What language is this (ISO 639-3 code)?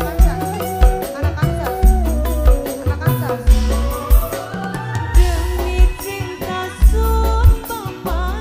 ind